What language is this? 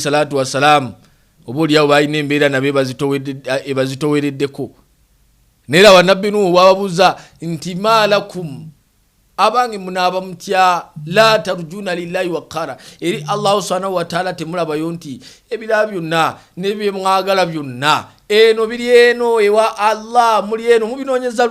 Ganda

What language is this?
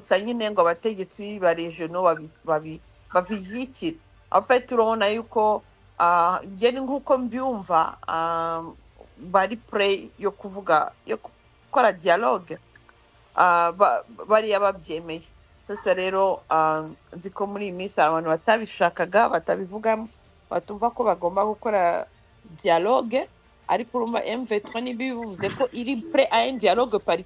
Kinyarwanda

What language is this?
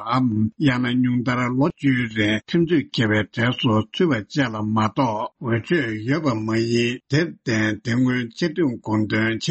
Tibetan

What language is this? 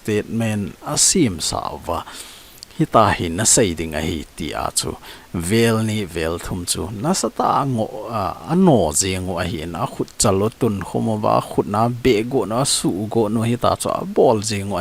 Thado Chin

